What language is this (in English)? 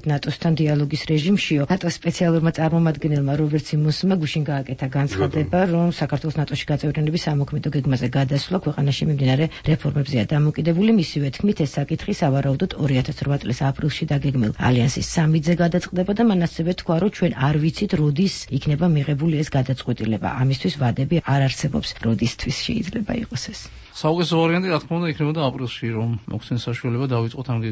Georgian